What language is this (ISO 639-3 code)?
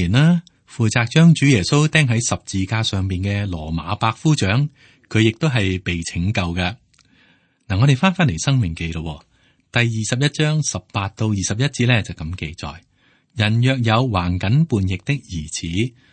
yue